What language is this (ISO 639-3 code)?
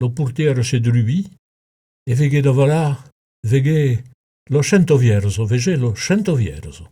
oci